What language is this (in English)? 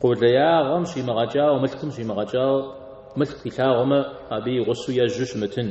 Kabardian